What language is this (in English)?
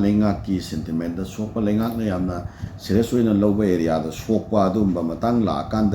Manipuri